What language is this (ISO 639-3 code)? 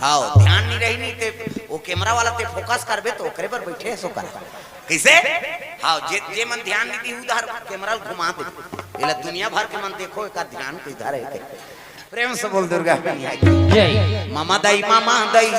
hne